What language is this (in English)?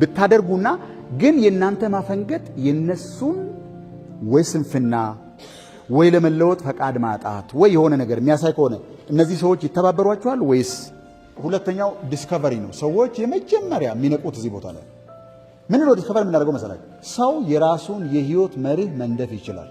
Amharic